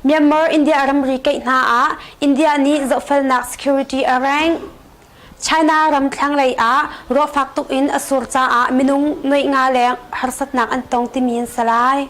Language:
Hakha Chin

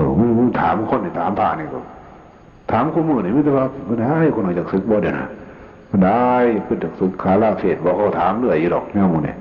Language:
Northeastern Thai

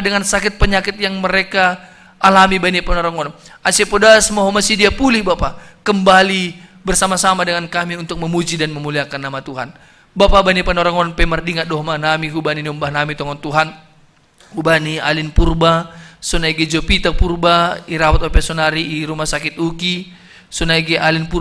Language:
Batak Simalungun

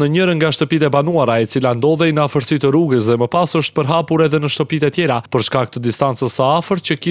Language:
Albanian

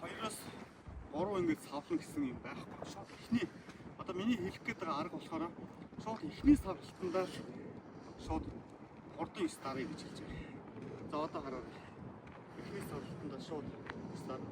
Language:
Mongolian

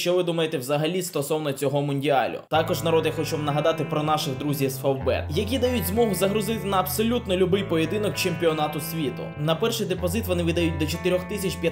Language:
Ukrainian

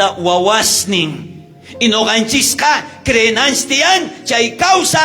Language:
South Bolivian Quechua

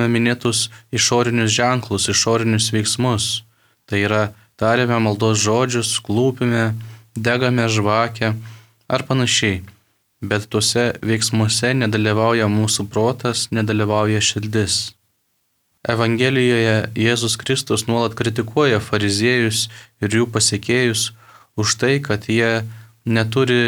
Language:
Lithuanian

